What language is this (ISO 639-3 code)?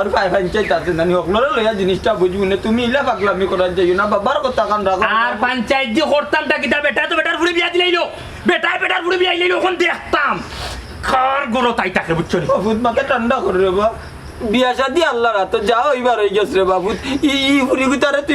syl